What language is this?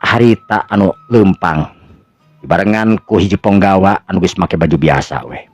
Sundanese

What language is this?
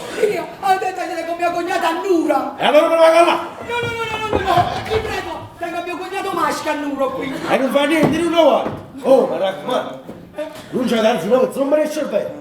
Neapolitan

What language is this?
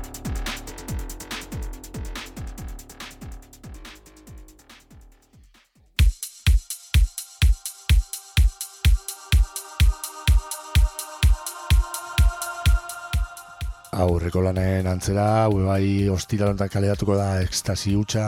Basque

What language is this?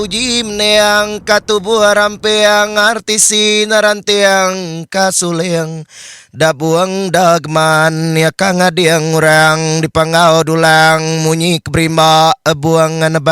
Iban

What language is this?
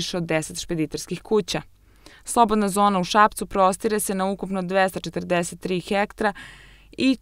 Serbian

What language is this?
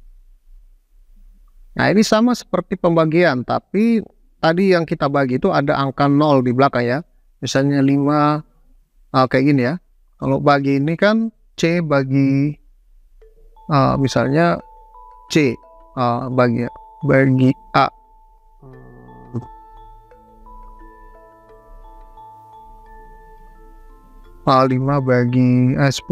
Indonesian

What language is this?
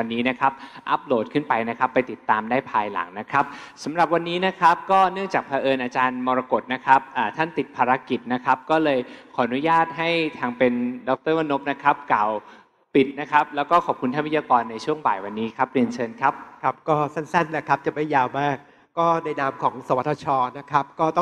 Thai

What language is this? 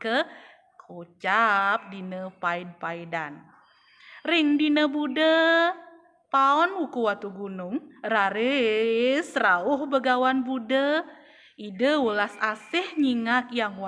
Balinese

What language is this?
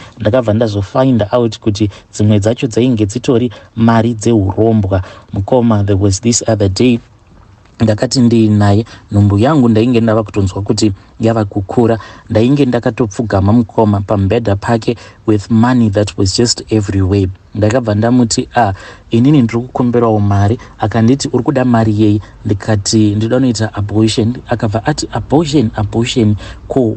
Shona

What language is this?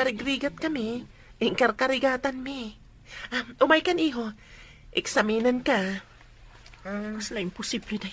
Iloko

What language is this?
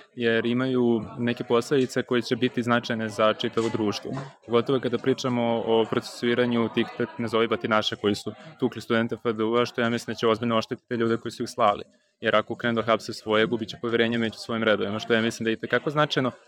Serbian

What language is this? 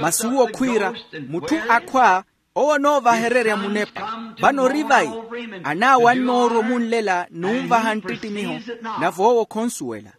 Makhuwa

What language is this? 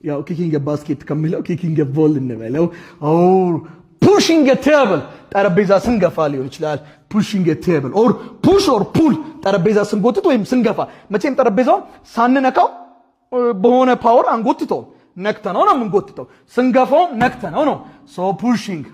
Amharic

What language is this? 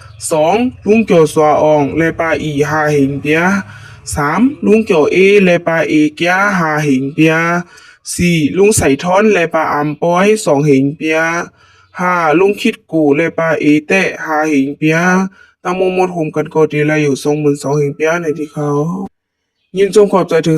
Shan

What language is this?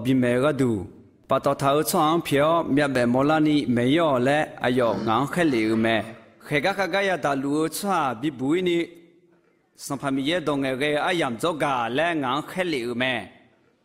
Akha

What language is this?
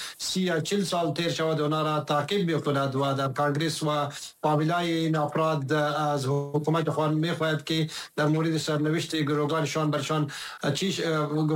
Persian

